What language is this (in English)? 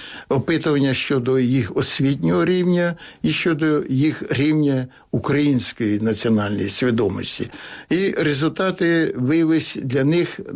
Ukrainian